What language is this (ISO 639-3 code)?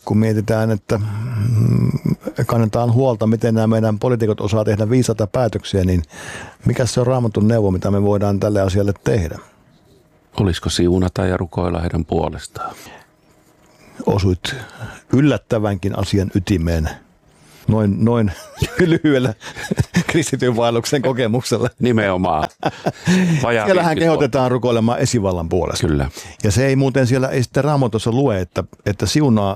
fin